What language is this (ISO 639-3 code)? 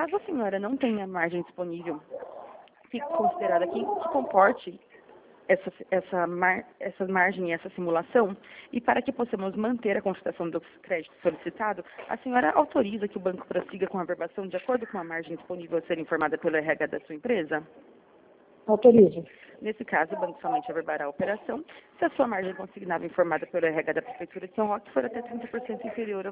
por